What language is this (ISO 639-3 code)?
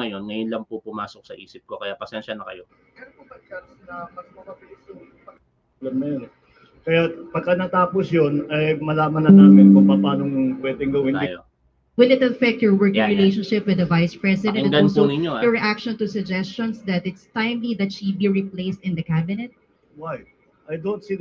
fil